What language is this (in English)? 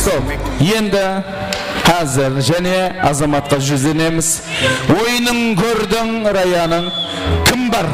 Kara-Kalpak